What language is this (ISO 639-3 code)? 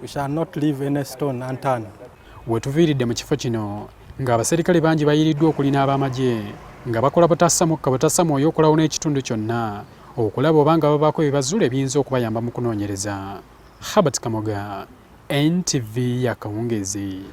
lug